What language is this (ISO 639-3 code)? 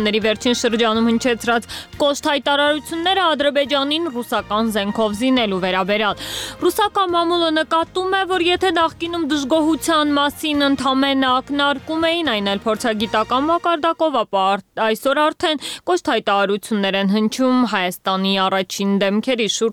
hye